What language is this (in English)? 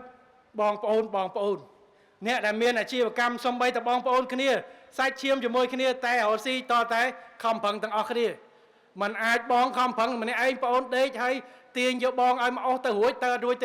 Khmer